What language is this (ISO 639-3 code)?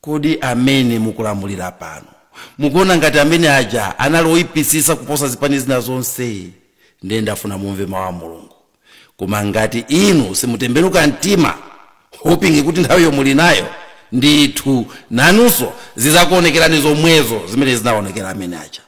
nya